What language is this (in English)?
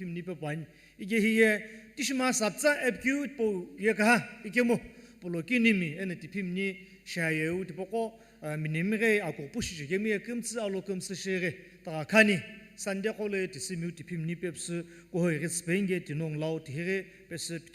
Sumi Naga